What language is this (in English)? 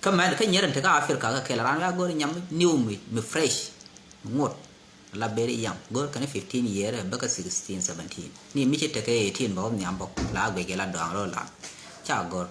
Nuer